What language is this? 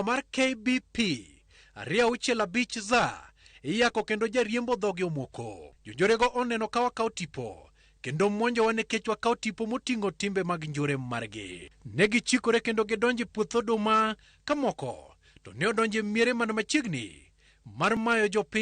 Luo (Kenya and Tanzania)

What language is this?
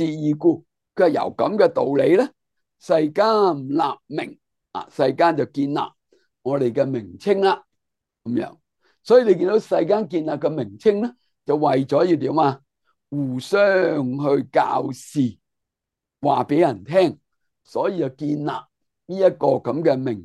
Cantonese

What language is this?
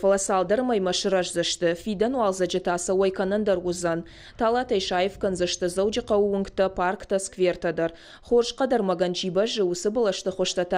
Ossetic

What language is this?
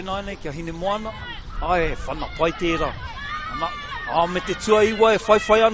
Māori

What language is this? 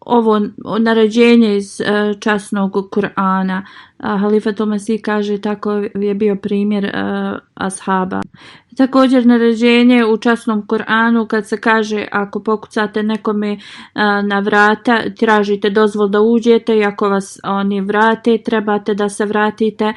Bosnian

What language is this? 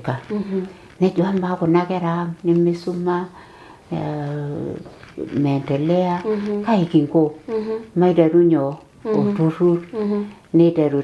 Masai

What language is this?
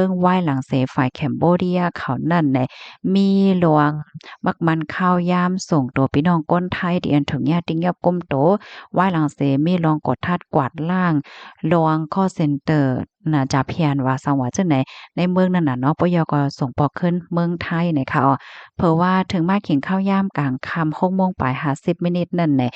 Shan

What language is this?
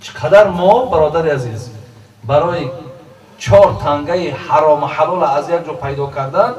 Tajik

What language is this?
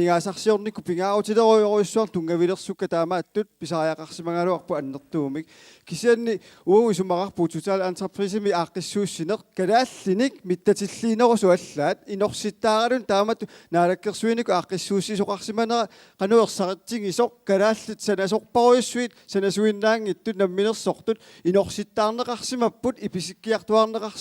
Kalaallisut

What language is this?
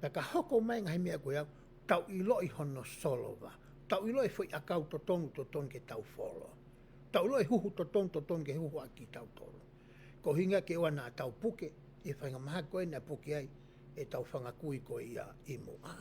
Tongan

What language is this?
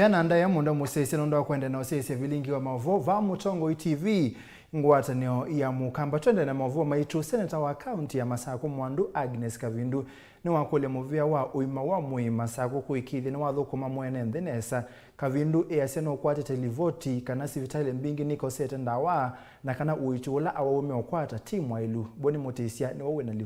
Kamba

